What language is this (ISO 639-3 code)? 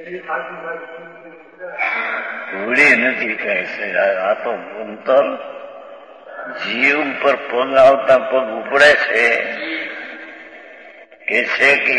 guj